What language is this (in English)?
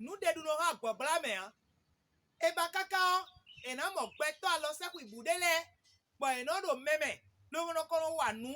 Fon